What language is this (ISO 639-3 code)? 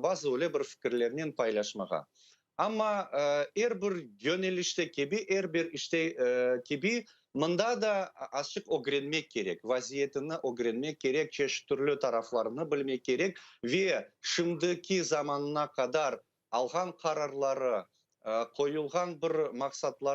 crh